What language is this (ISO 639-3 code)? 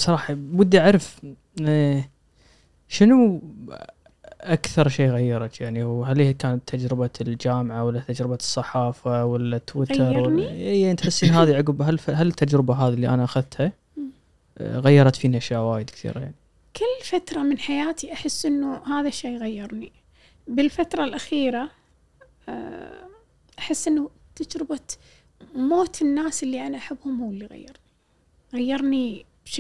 afb